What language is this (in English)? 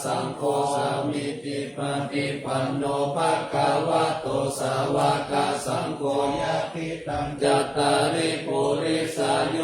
Pali